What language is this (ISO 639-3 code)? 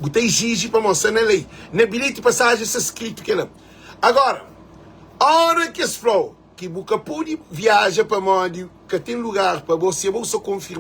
kea